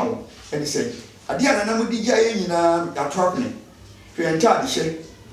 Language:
Akan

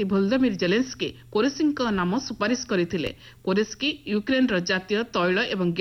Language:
Odia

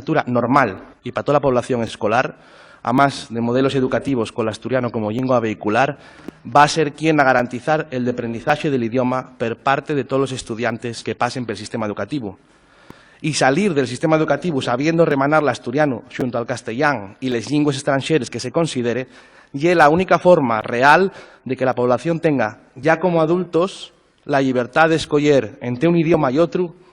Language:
Asturian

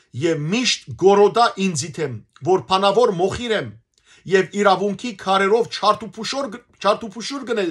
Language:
Western Armenian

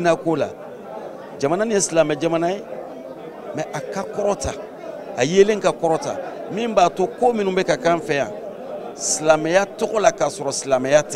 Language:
Bambara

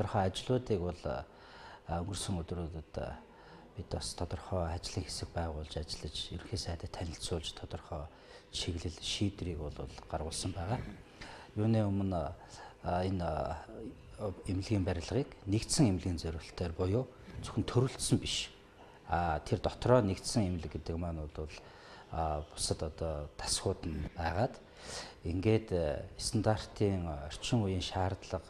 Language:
Mongolian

